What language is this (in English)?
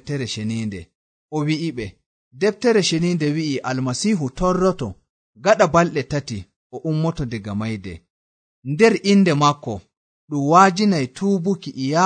Nigerian Fulfulde